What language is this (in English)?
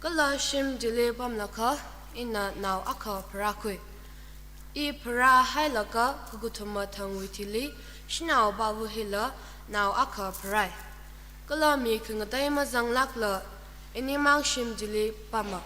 Tangkhul Naga (India)